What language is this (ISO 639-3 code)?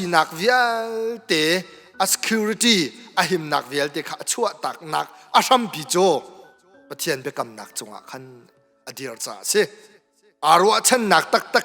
cnh